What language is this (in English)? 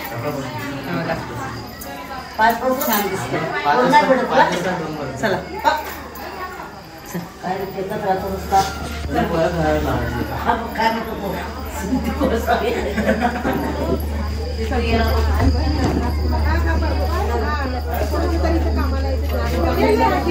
Marathi